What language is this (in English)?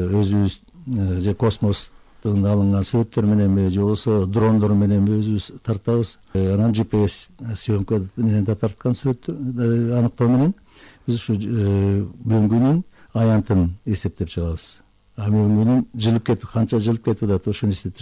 Kyrgyz